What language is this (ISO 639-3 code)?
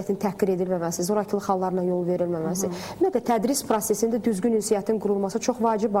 aze